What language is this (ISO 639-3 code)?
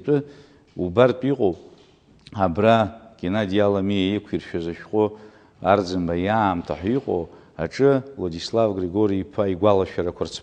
abk